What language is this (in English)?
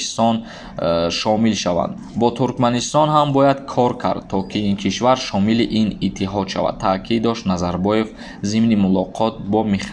Tajik